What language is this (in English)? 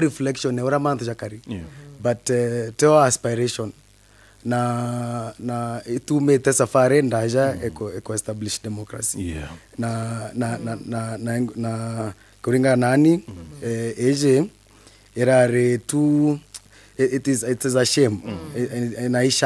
Meru